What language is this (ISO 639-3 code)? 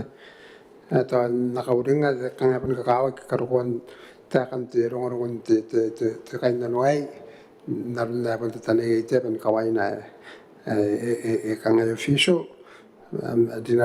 gil